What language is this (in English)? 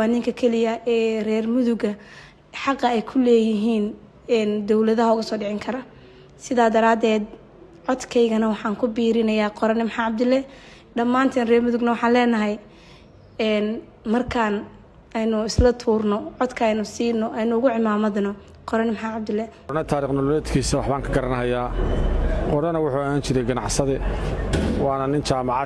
Somali